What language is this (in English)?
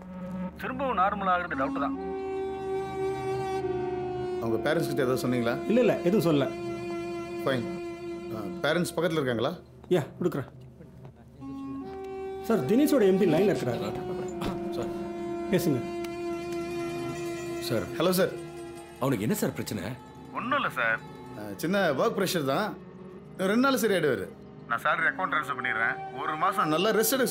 Tamil